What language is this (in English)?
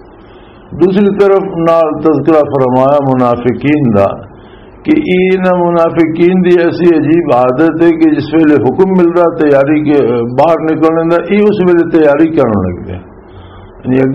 Western Panjabi